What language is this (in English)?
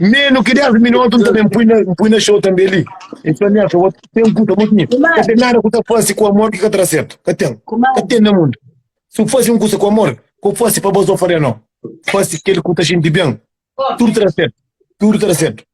Kabuverdianu